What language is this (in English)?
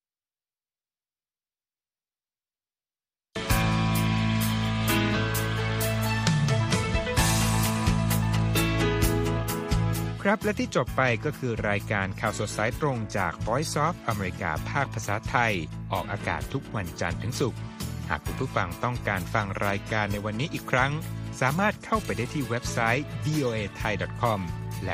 Thai